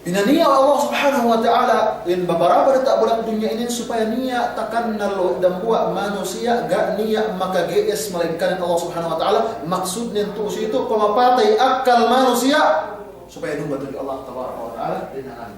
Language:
Yakan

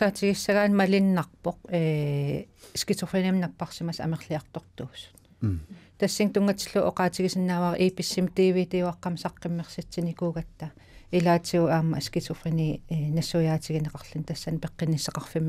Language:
Kalaallisut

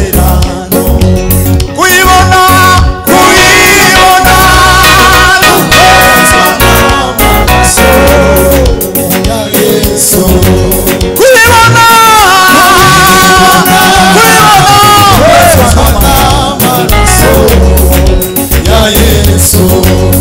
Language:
Kinyarwanda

